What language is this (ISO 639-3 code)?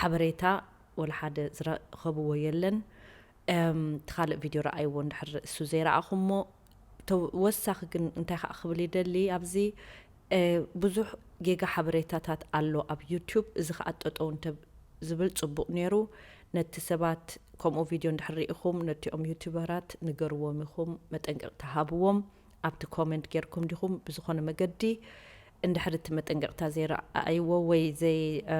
tir